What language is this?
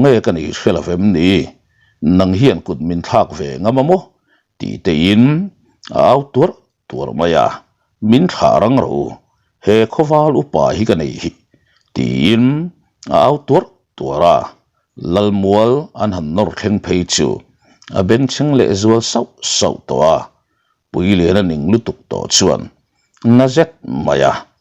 Mizo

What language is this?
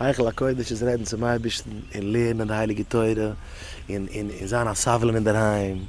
Yiddish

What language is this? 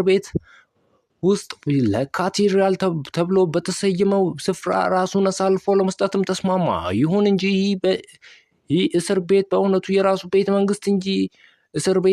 Amharic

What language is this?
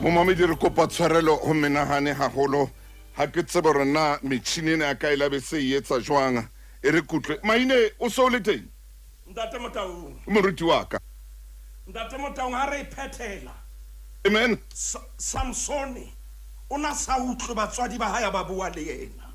Southern Sotho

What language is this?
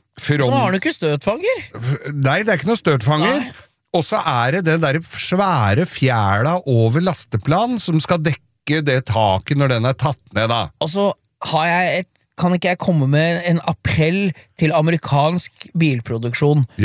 Norwegian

